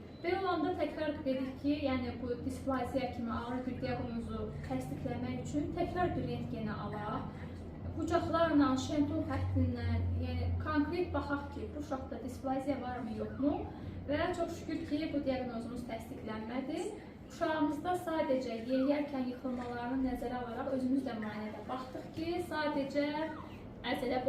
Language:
Azerbaijani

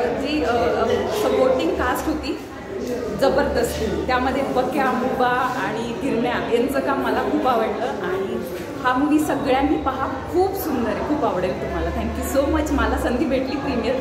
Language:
Marathi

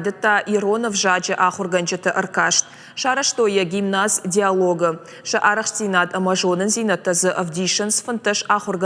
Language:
Ossetic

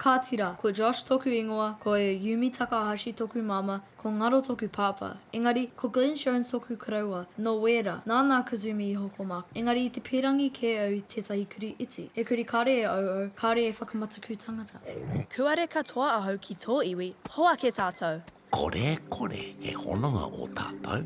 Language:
Māori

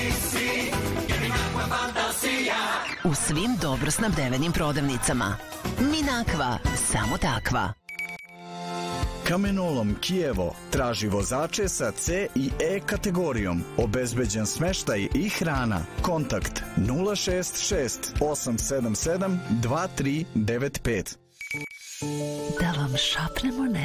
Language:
Serbian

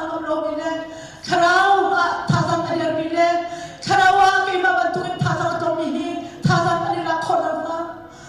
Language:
Hakha Chin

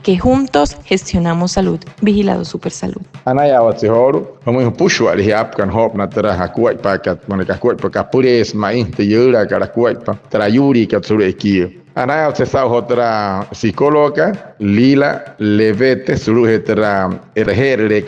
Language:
Wayuu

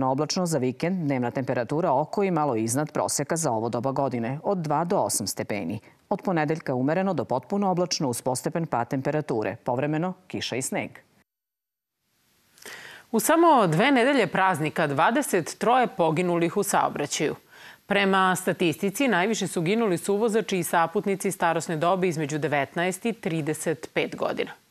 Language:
Serbian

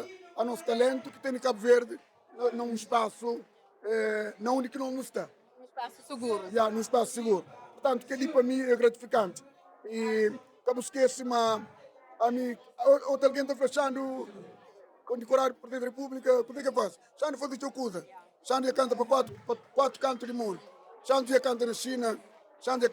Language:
Kabuverdianu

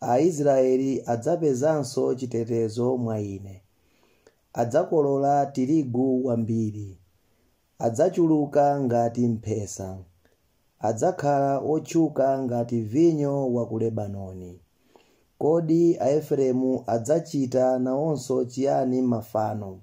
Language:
Nyanja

